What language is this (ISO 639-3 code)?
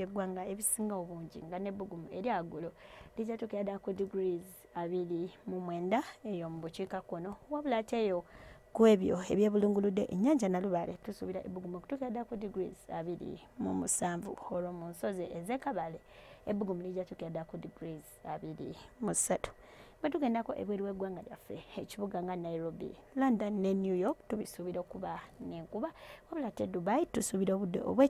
lug